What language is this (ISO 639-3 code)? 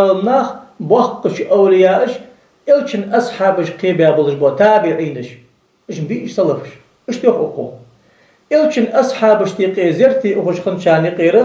inh